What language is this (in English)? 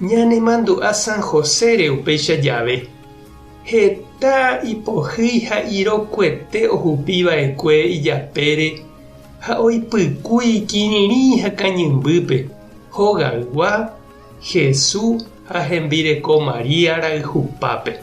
Guarani